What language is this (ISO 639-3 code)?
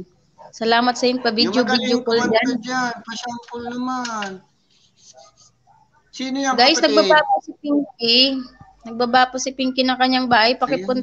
fil